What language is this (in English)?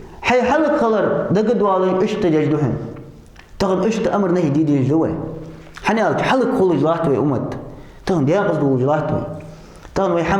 Ingush